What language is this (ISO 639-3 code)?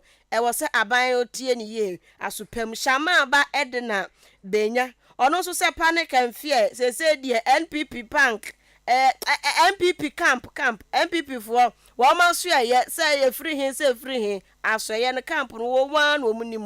aka